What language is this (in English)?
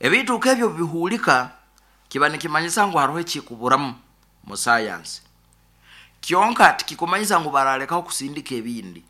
Nyoro